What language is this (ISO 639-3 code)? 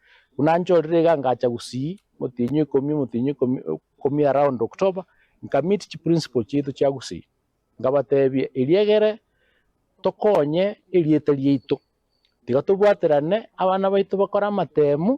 guz